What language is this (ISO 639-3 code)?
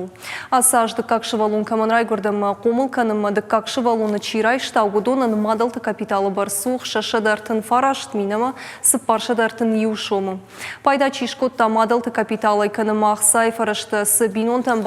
oss